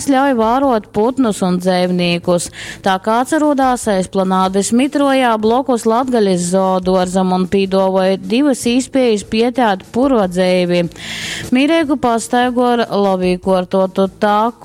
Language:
Latgalian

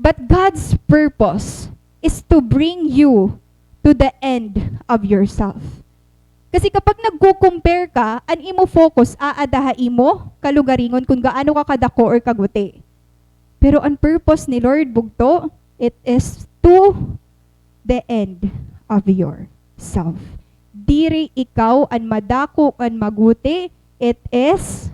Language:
Waray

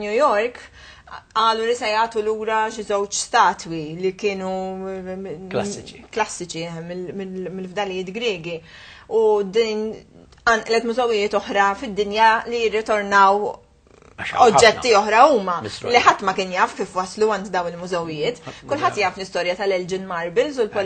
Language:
Maltese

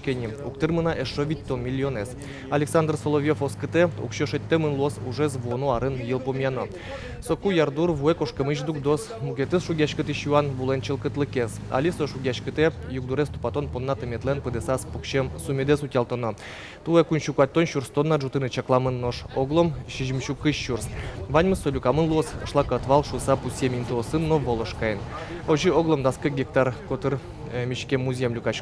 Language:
Udmurt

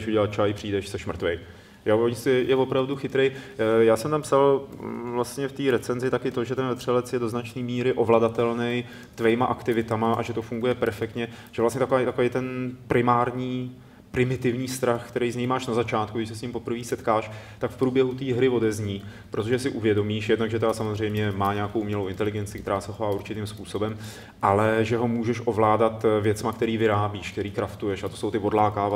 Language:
Czech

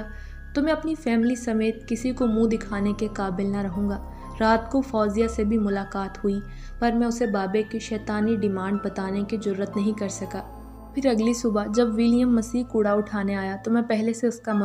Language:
Urdu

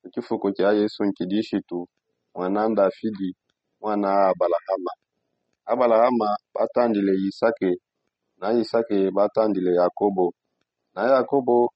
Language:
Songe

